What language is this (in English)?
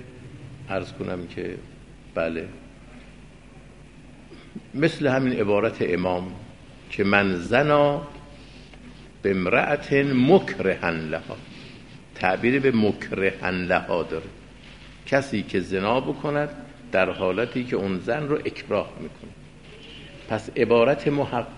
Persian